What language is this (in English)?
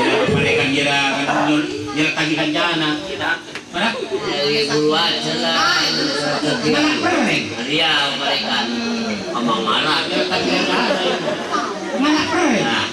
Madurese